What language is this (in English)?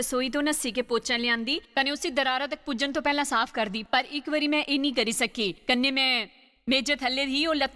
Dogri